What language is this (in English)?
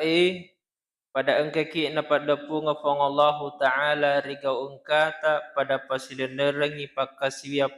Buginese